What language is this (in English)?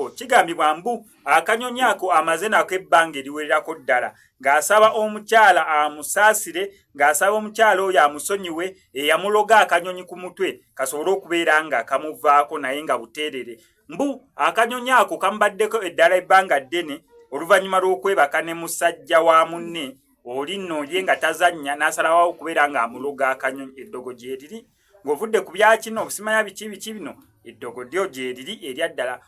Ganda